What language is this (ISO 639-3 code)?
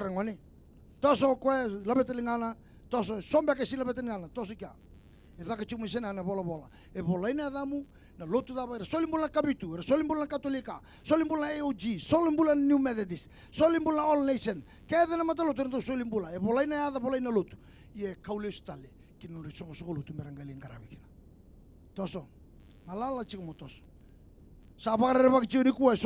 fij